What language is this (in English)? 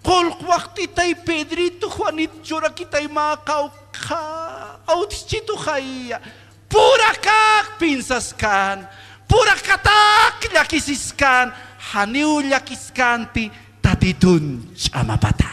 Aymara